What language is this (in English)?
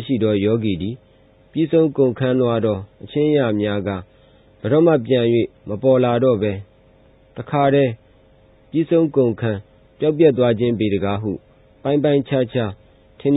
Burmese